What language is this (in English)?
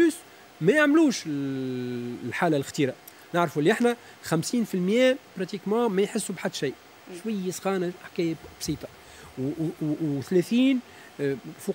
Tunisian Arabic